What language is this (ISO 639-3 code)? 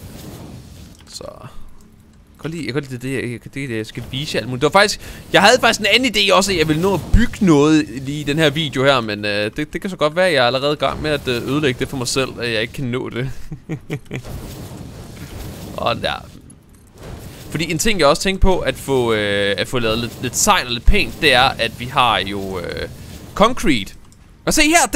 dan